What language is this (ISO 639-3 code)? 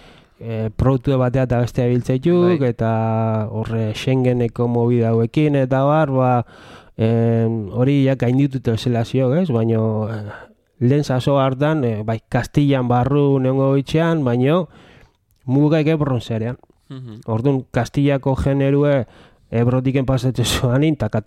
eus